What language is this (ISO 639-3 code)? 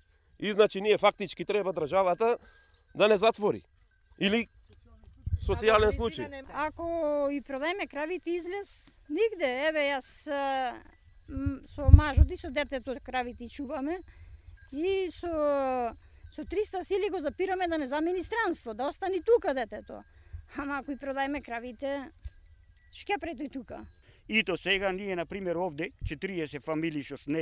mkd